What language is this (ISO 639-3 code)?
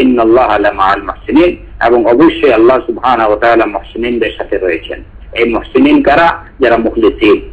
ben